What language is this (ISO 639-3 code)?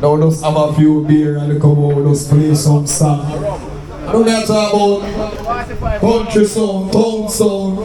jam